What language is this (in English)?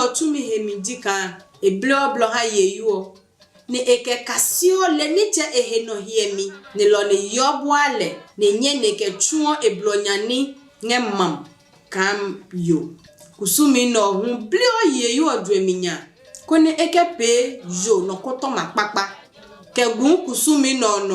Adangme